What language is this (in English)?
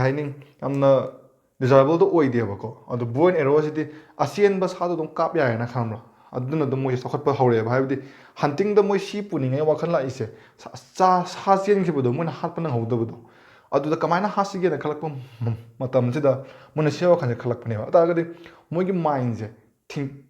Manipuri